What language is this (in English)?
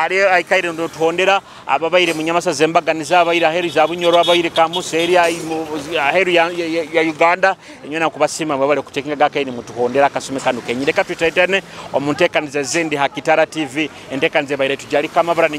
Nyoro